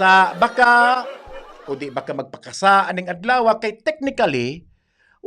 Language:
Cebuano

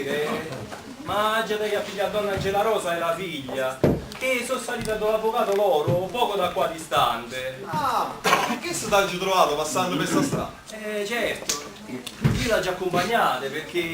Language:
Neapolitan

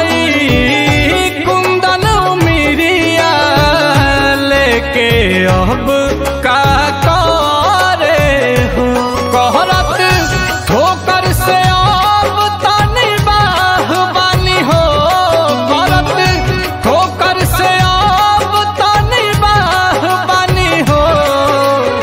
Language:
Bhojpuri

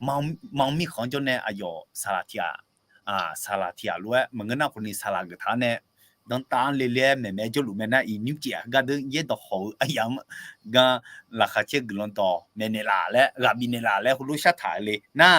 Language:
Akha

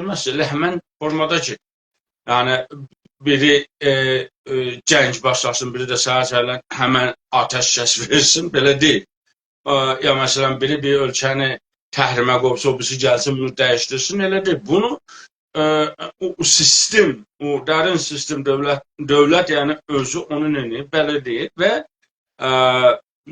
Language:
South Azerbaijani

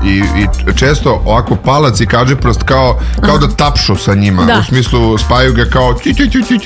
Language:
Serbian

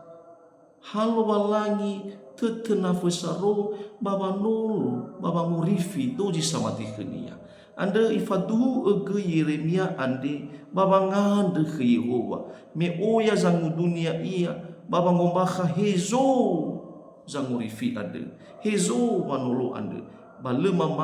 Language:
Nias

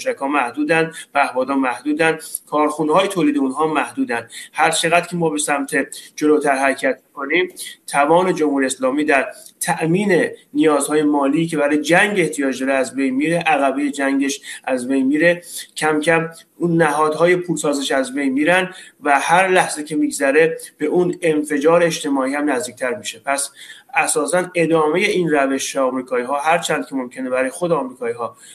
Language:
Persian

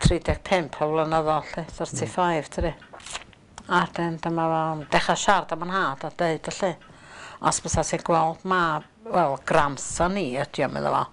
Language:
Welsh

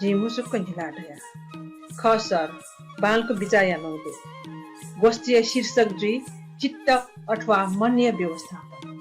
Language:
Newari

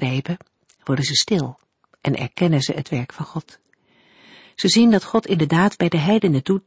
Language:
Dutch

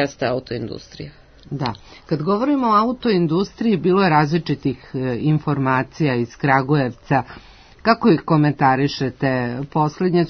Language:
Serbian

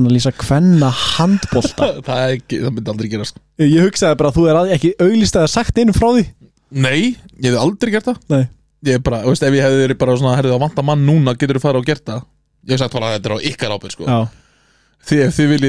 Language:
Icelandic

